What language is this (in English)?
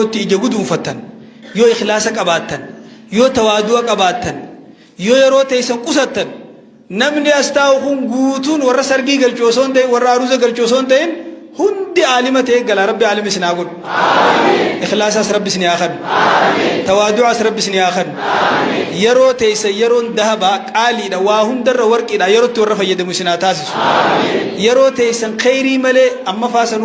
Oromo